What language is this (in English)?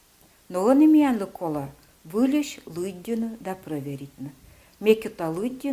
Komi